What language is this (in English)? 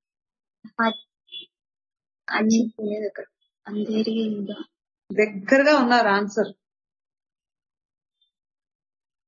Telugu